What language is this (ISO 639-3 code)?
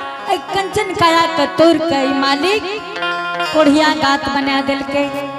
anp